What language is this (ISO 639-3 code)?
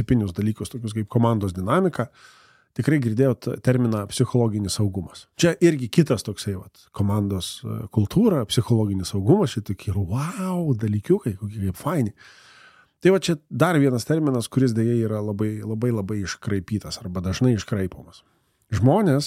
lit